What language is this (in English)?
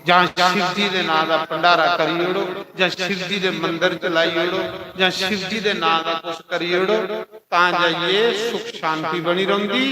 Dogri